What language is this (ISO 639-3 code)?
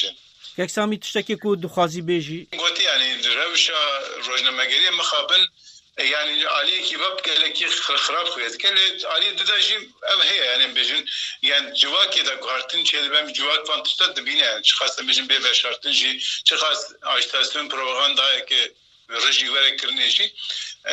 kur